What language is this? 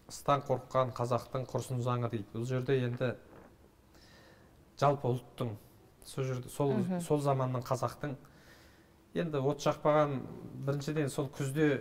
Kazakh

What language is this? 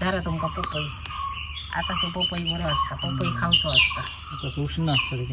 Konkani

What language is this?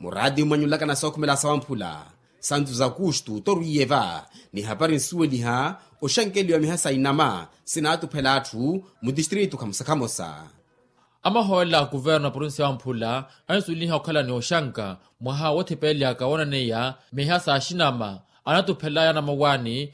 Makhuwa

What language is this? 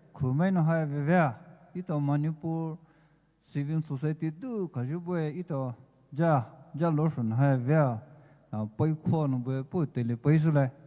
Poumei Naga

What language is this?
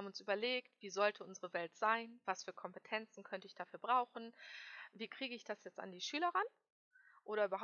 German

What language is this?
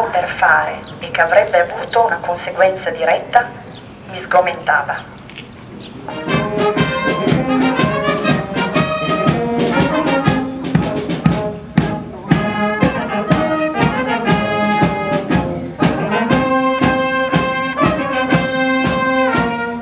Italian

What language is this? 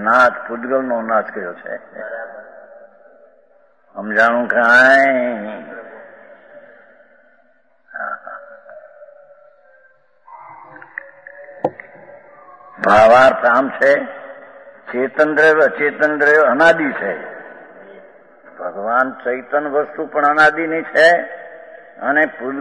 Gujarati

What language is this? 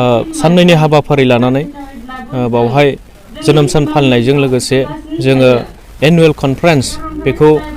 Bodo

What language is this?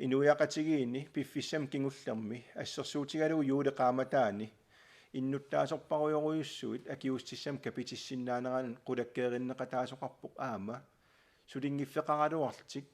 Kalaallisut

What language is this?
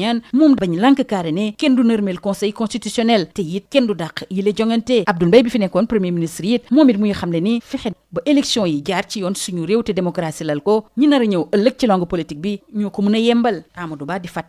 Wolof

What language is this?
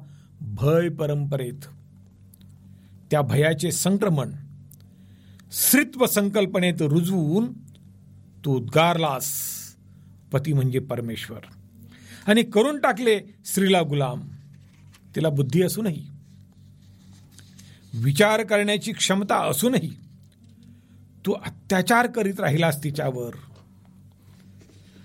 Marathi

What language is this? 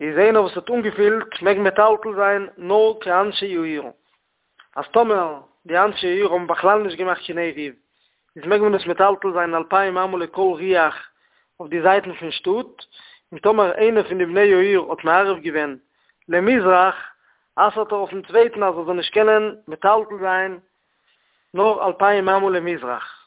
Yiddish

